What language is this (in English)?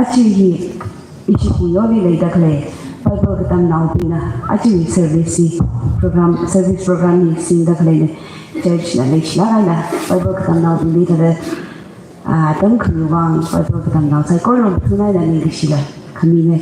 Tangkhul Naga (India)